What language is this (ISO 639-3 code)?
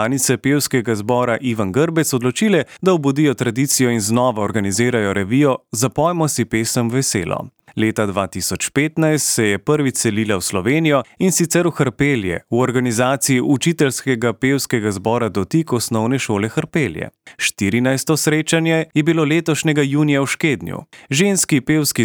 slv